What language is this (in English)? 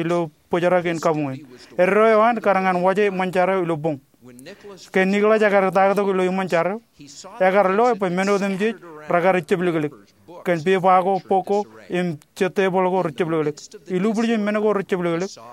Marshallese